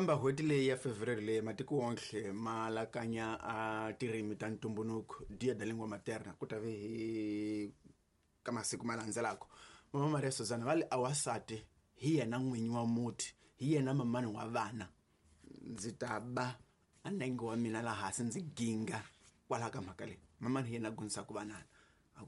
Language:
Tsonga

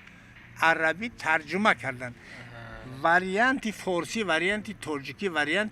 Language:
Tajik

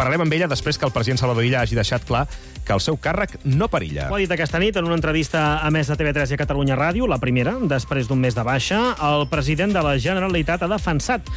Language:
Catalan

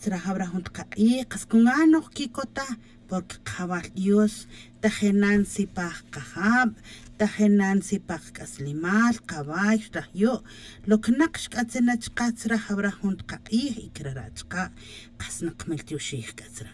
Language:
Tz'utujil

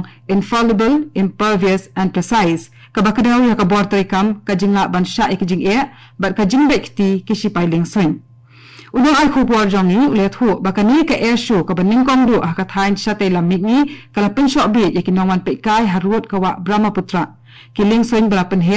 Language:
Khasi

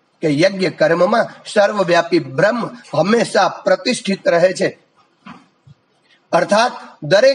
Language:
Gujarati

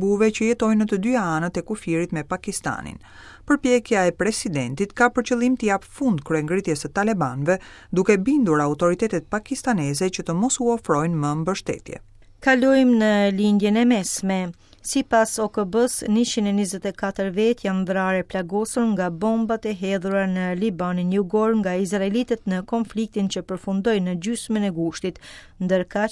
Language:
Albanian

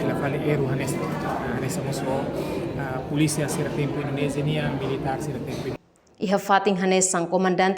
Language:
Tetum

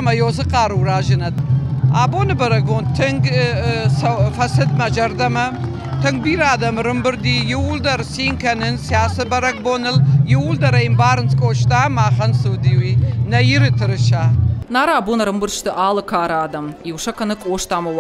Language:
Ossetic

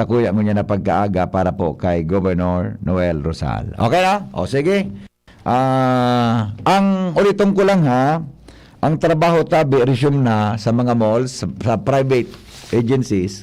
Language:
Bikol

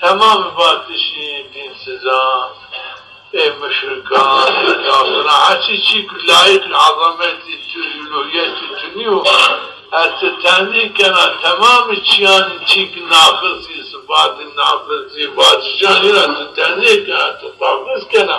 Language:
Zaza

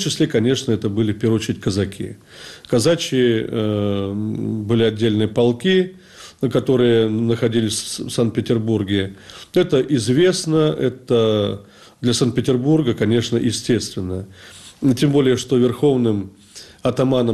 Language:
Russian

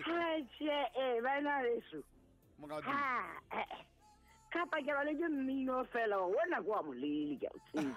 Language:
Southern Sotho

